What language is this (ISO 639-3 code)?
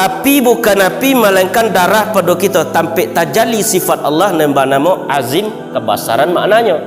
min